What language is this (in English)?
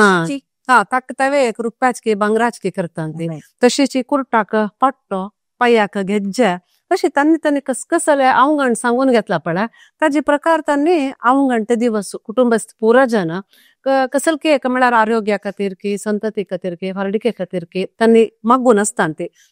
Konkani